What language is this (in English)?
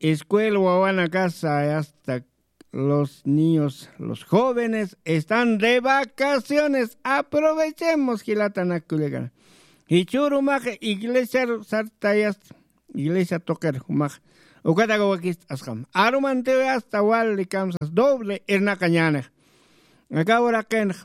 Aymara